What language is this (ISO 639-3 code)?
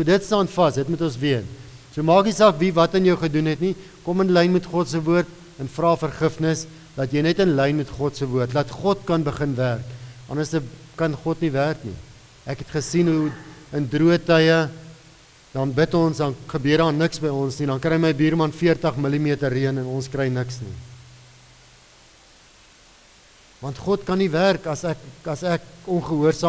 afr